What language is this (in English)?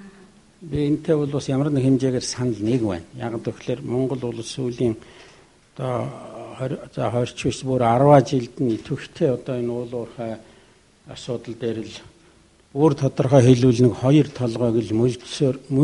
Mongolian